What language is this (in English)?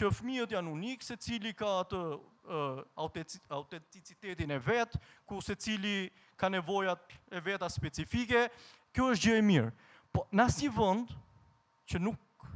Albanian